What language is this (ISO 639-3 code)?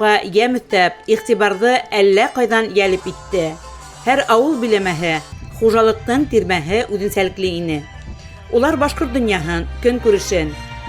bak